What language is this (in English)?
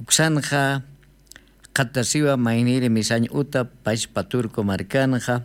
Aymara